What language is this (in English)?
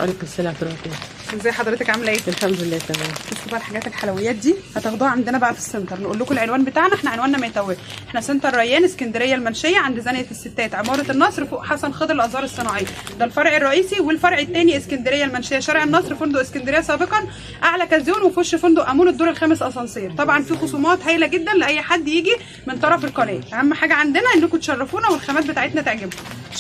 Egyptian Arabic